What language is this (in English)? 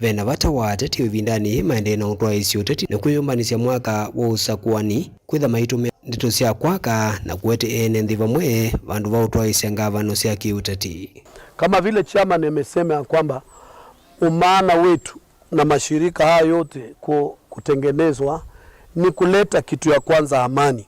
Kamba